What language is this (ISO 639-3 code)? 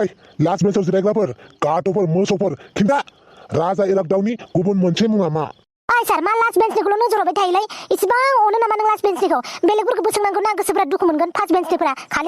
brx